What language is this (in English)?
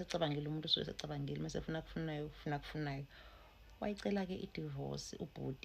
Zulu